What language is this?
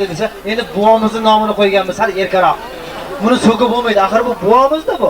Uzbek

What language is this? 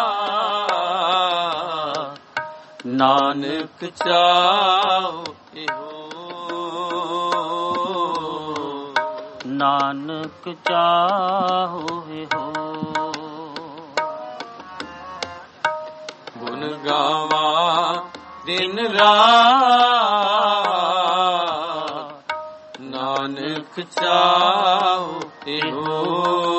Punjabi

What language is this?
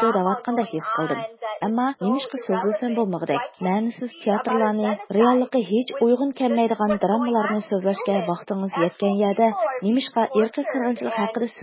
Uyghur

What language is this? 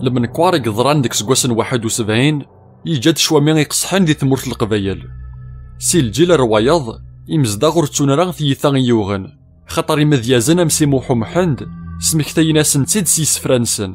Kabyle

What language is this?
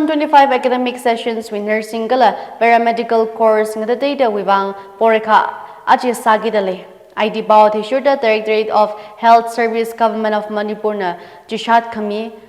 Tangkhul Naga (India)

